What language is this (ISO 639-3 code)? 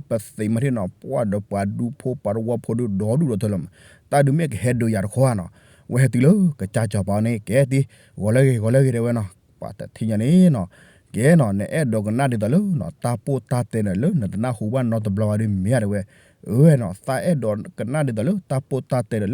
ksw